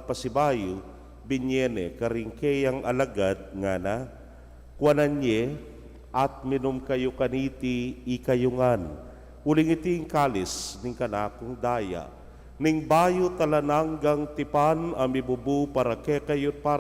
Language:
Pampanga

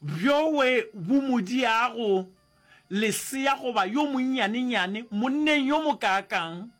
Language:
Northern Sotho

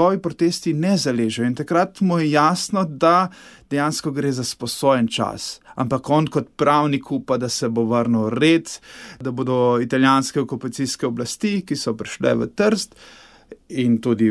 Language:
Slovenian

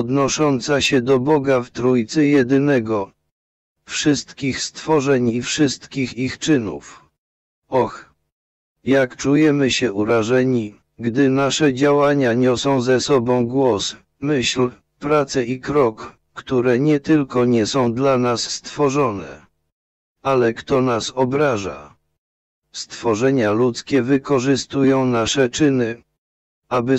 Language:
Polish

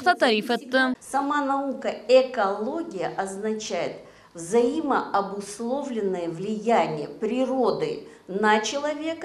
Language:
Crimean Tatar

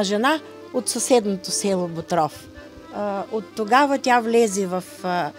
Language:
Bulgarian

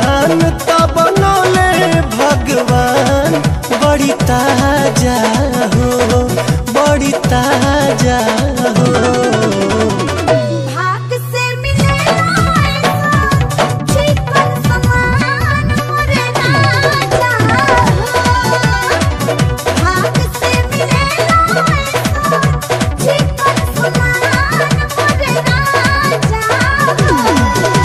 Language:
Bhojpuri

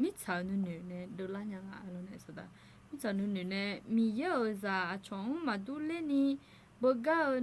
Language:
Akha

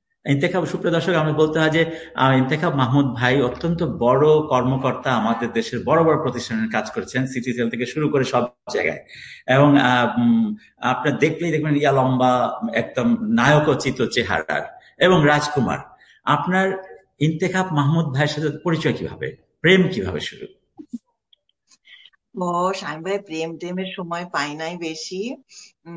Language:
Bangla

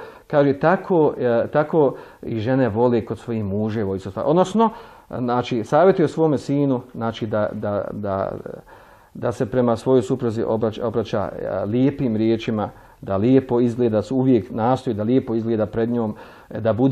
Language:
Bosnian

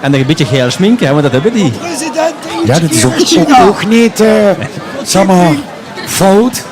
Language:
Limburgish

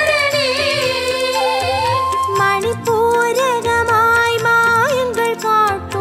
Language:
Tamil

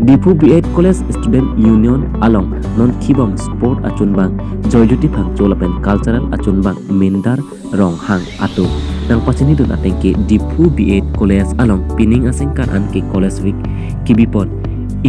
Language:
Karbi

